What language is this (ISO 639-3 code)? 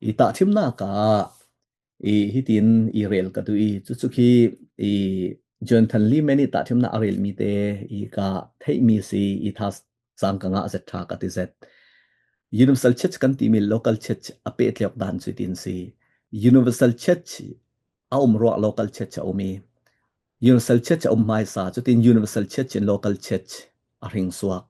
cfm